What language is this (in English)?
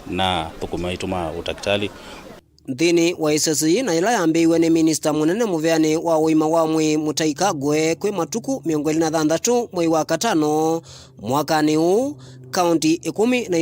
Kamba